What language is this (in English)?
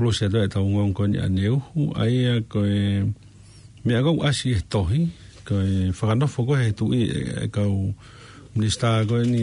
Tongan